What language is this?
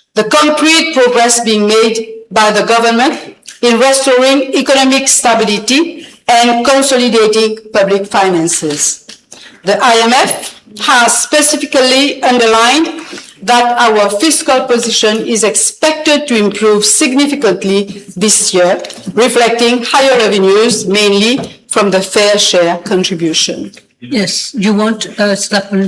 Morisyen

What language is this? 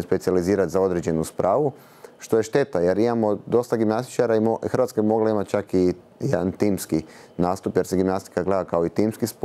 Croatian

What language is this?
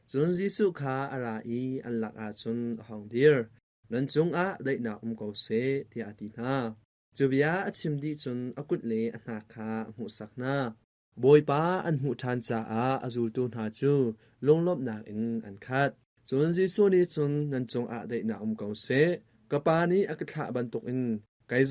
Hakha Chin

